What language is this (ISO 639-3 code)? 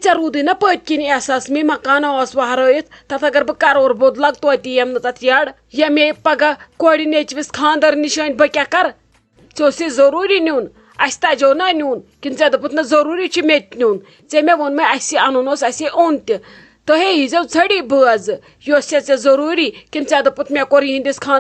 kas